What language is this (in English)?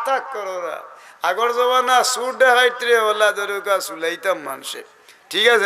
Sylheti